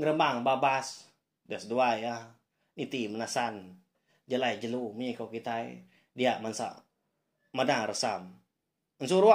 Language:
Iban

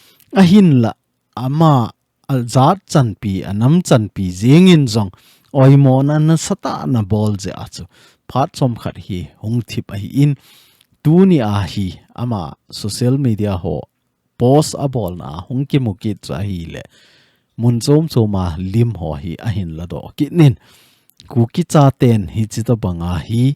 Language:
Thado Chin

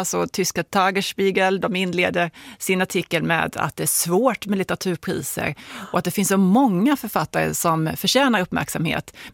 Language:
Swedish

